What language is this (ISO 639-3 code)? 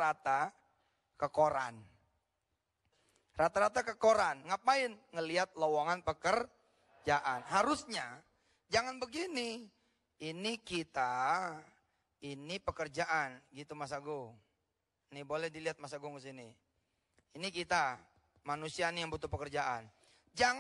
ind